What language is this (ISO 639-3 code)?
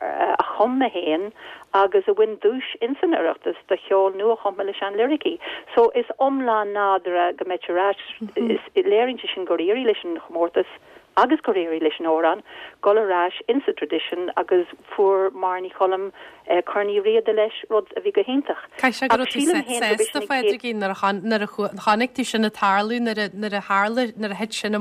gle